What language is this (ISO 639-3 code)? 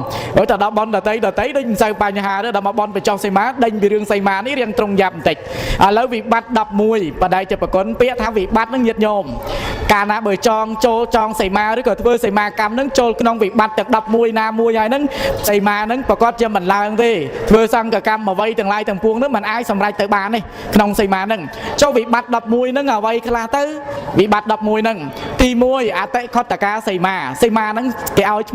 khm